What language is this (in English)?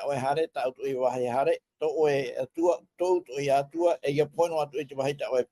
Tahitian